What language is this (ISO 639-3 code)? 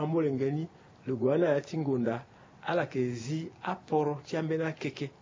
sag